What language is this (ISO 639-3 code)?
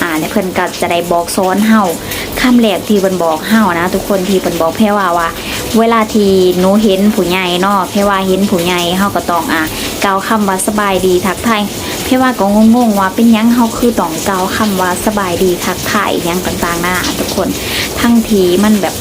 lao